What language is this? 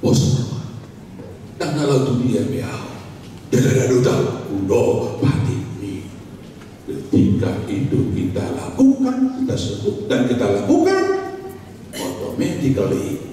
Batak Toba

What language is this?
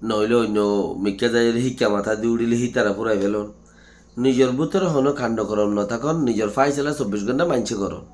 Rohingya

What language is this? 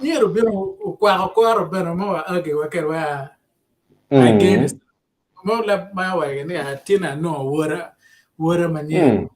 Acoli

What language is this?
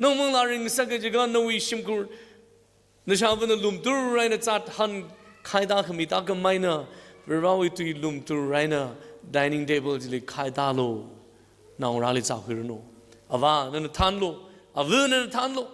Tangkhul Naga (India)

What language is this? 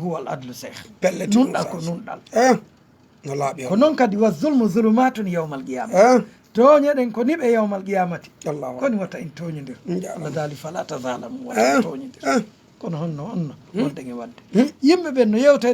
Fula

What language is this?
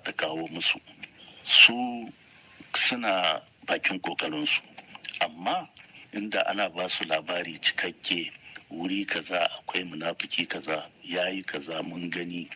Hausa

